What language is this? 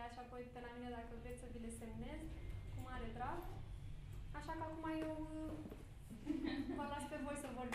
Romanian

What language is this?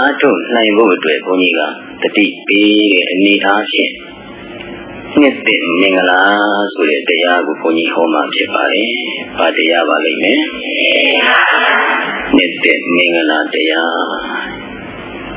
Burmese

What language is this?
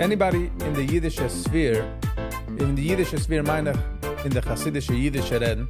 Yiddish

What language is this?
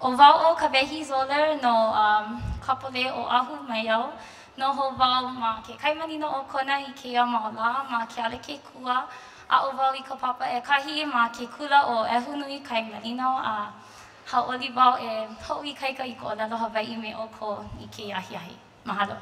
Hawaiian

